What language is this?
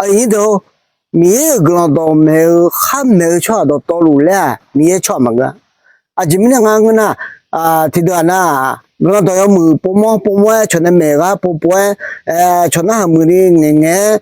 Akha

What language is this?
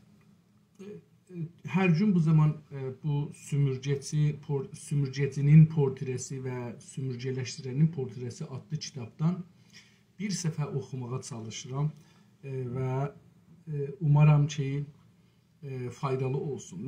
South Azerbaijani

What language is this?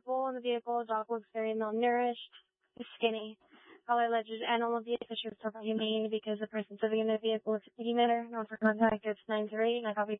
English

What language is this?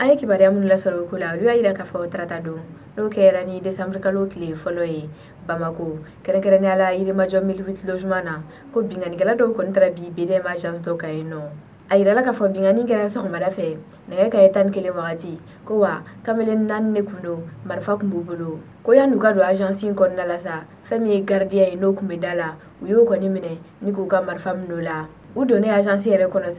Bambara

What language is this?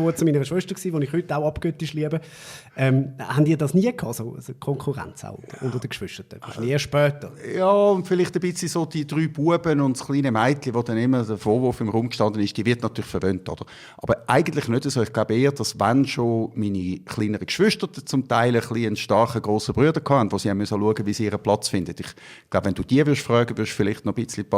Swiss German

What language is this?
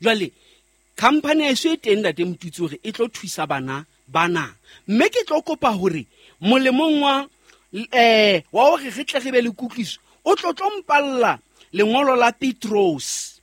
Southern Sotho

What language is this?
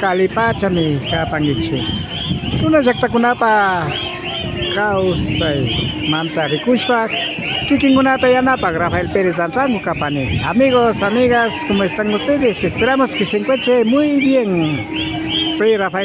Imbabura Highland Quichua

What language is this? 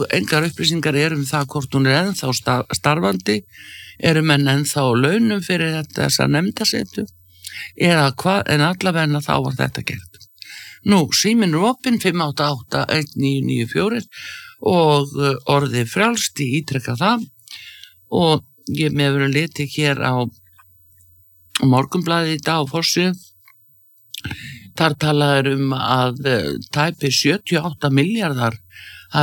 Icelandic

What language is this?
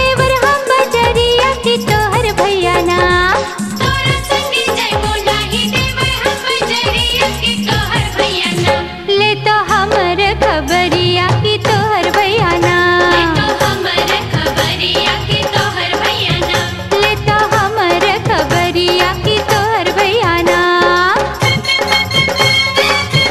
Bhojpuri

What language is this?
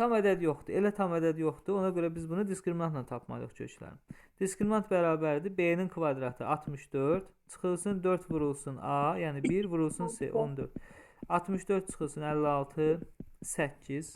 Azerbaijani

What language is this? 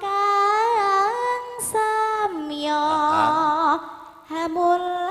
Javanese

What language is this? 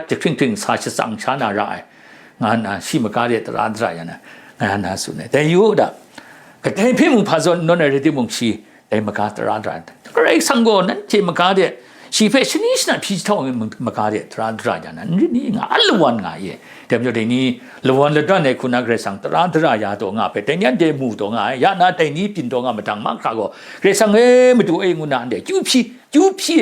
Kachin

